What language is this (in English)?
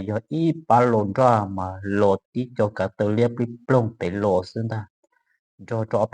Hmong